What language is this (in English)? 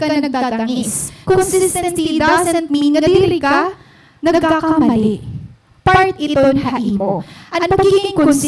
Waray